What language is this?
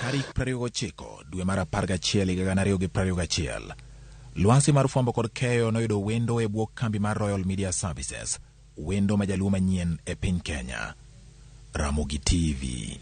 Luo (Kenya and Tanzania)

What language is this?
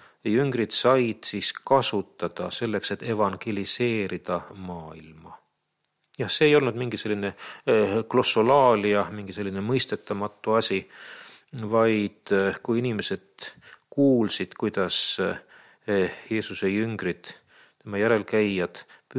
Estonian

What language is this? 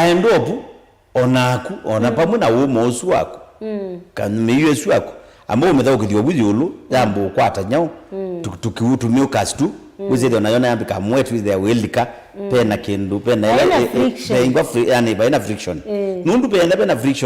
Kamba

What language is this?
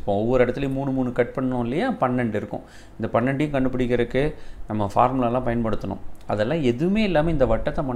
Tamil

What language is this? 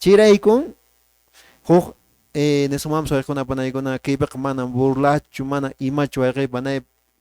Quechua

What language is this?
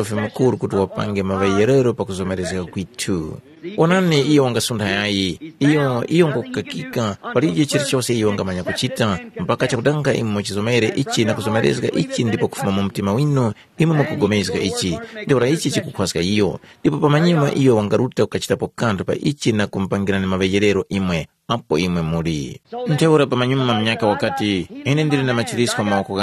Tumbuka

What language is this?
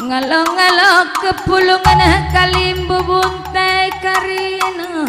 Batak Karo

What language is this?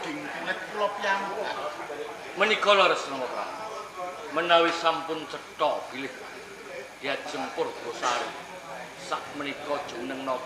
Javanese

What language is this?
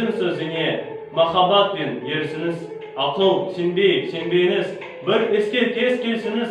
Kazakh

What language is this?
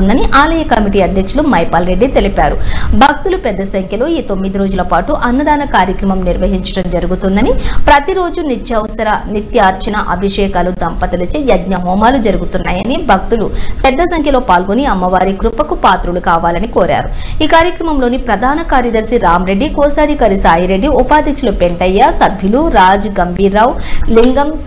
Telugu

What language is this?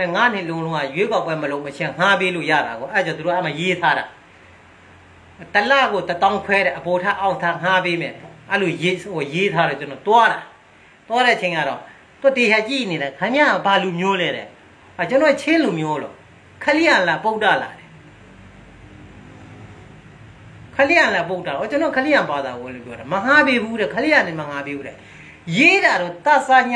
Burmese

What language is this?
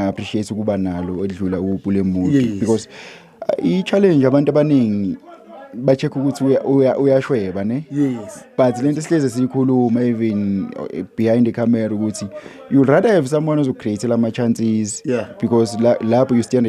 Zulu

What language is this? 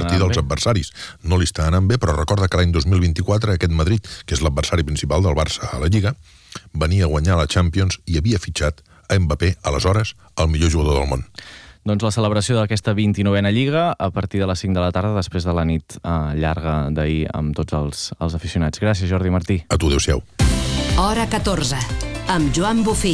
Catalan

